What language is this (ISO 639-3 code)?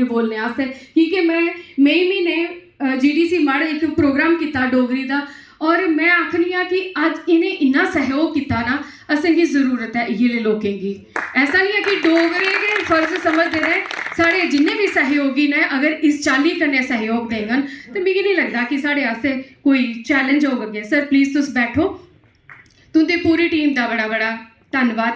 doi